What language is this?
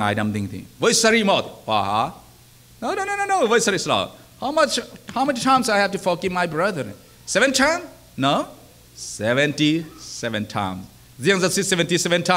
Falam Chin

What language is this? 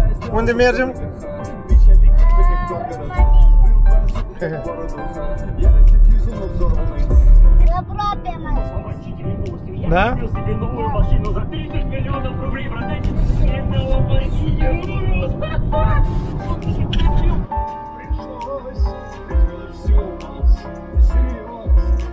Romanian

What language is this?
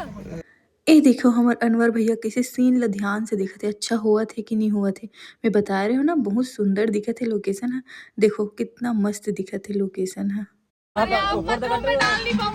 Chhattisgarhi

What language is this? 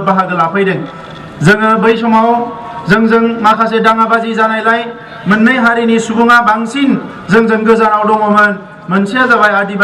Bodo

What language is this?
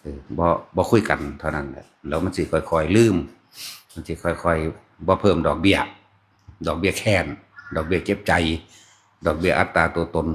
Northeastern Thai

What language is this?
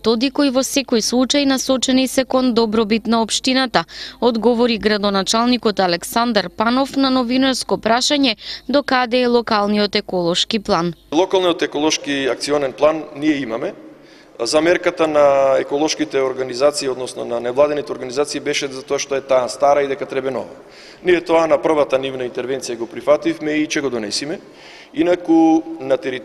Macedonian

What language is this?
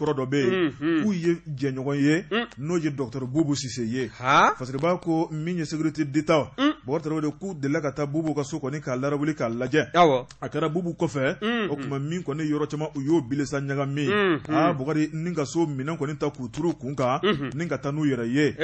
Bambara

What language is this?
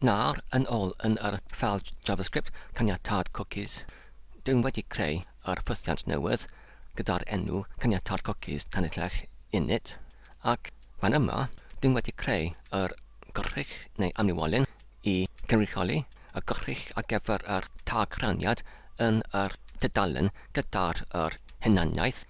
Welsh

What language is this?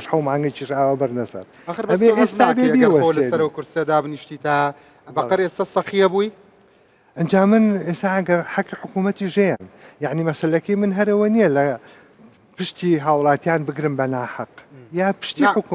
Central Kurdish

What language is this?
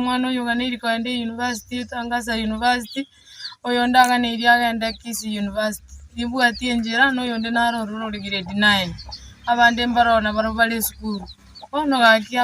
Gusii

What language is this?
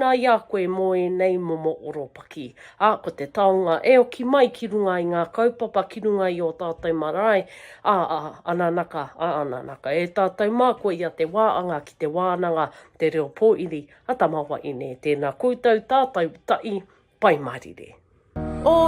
Māori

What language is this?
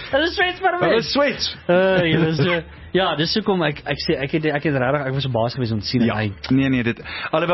Afrikaans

